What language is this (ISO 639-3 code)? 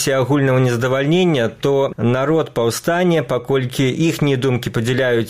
bel